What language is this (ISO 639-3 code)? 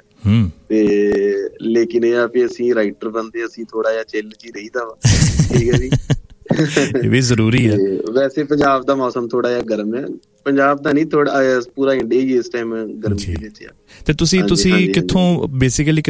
pan